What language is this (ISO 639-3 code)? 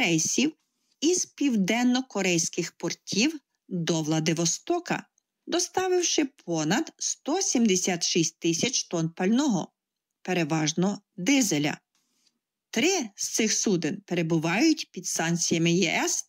ukr